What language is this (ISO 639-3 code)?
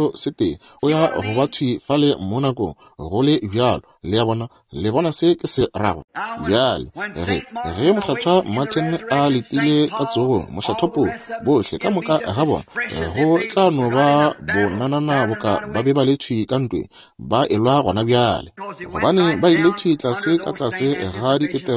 nso